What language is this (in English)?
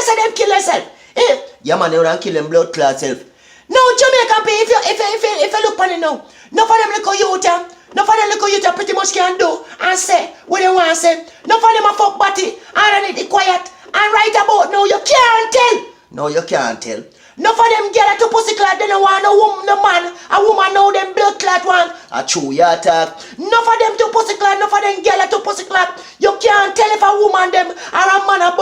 Jamaican Creole English